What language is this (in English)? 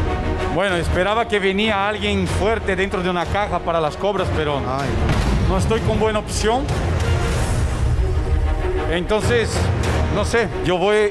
Spanish